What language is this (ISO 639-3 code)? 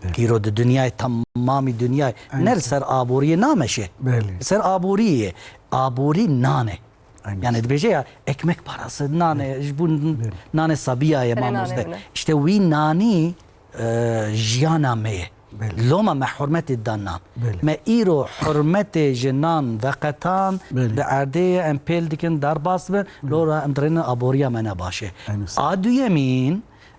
kur